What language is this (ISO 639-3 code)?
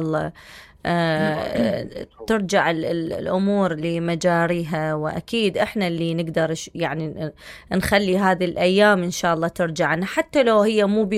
acm